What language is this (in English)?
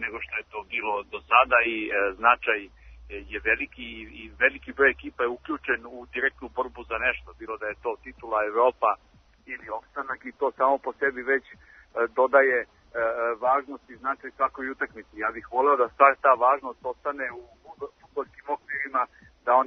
Serbian